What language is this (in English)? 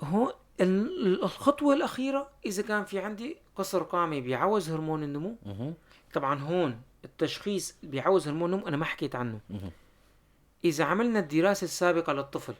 North Levantine Arabic